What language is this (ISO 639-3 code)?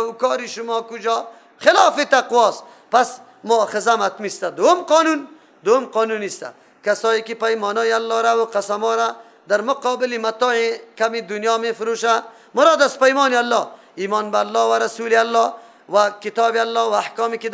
fas